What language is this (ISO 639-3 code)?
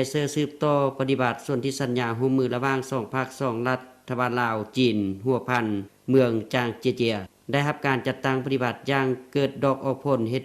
lao